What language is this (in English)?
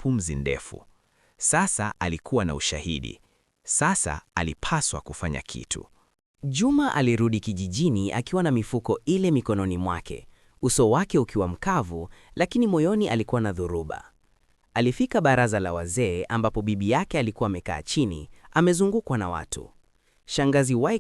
Swahili